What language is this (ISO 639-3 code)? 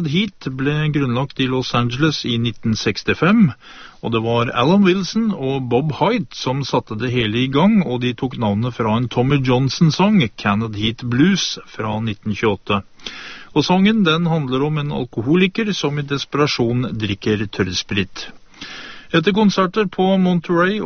nor